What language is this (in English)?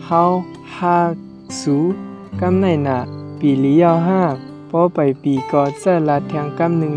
Shan